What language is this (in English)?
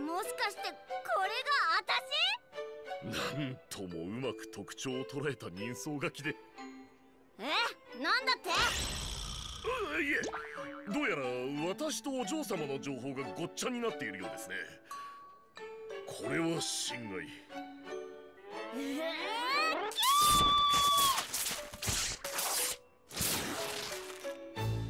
Japanese